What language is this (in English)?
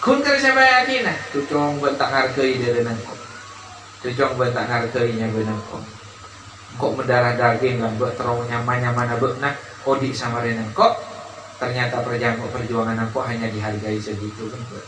Madurese